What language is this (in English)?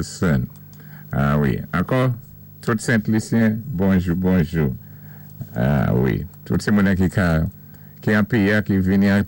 Saint Lucian Creole French